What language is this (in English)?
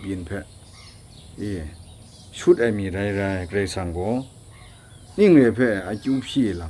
Kachin